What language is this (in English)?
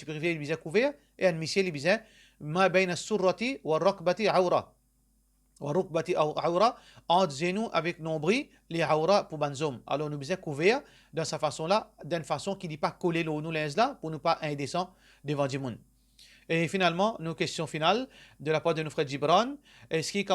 Morisyen